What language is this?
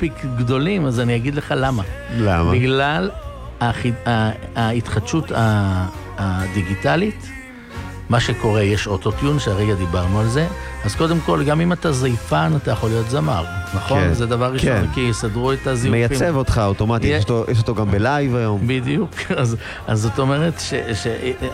Hebrew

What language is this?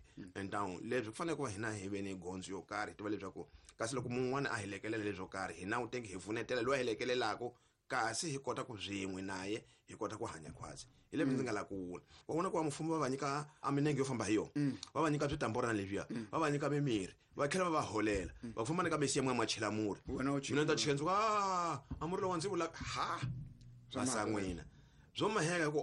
Tsonga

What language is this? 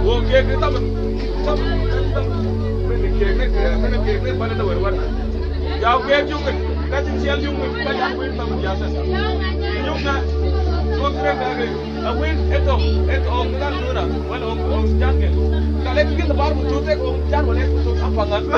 Mabaan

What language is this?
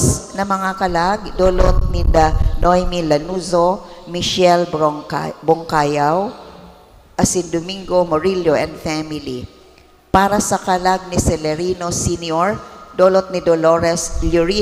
Bikol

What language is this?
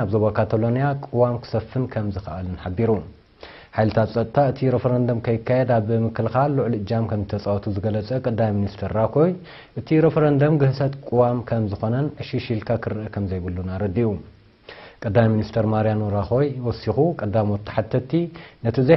Tigrinya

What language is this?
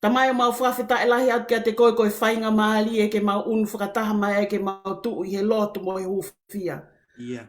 Tongan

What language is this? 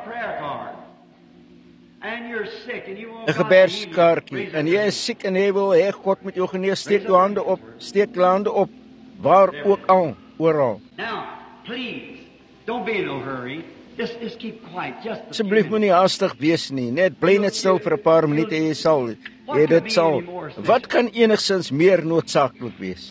Afrikaans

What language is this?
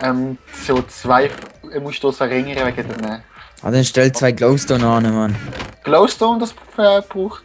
Swiss German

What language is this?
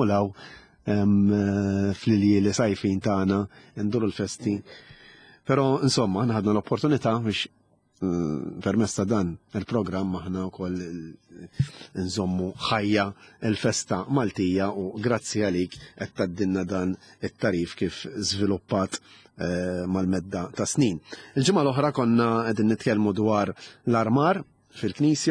Maltese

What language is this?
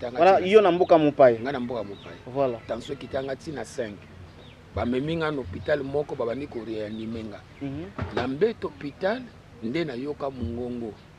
Lingala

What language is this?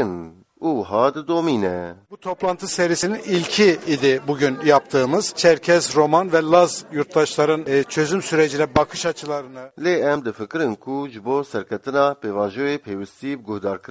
Kurdish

